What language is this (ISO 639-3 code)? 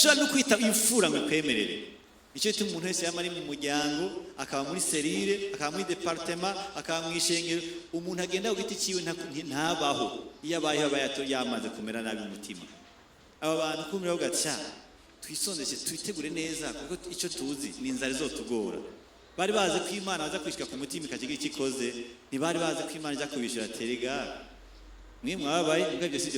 run